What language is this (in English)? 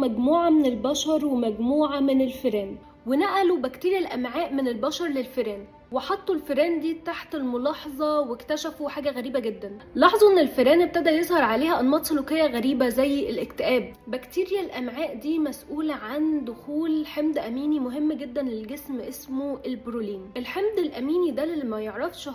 Egyptian Arabic